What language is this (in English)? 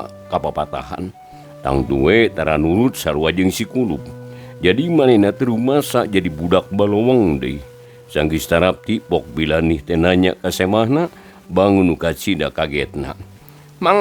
Sundanese